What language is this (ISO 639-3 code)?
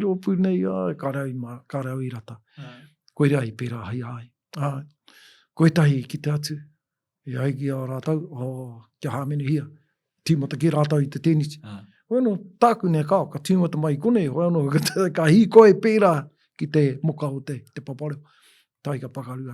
mri